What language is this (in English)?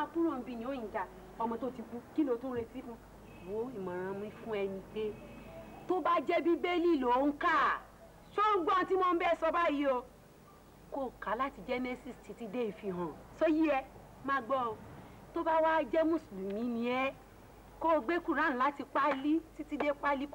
Yoruba